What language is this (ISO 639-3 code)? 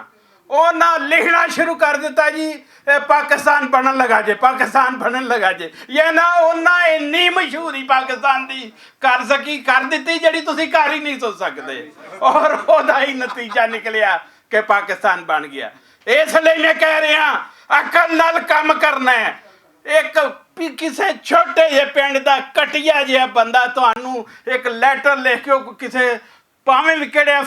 lah